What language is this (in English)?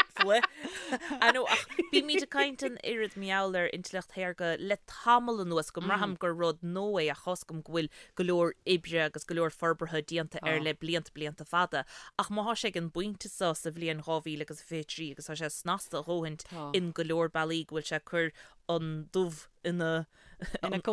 Irish